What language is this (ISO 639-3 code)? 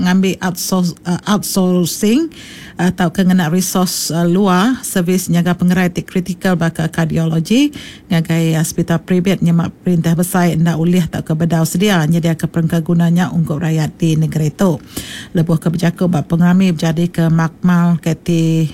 iba